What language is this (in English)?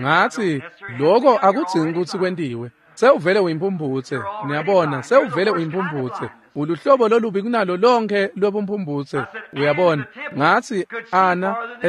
Swati